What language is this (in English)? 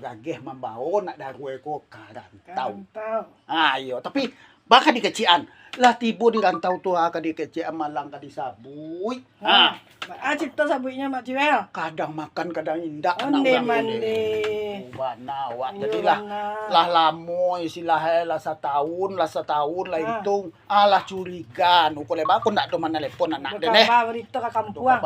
Minangkabau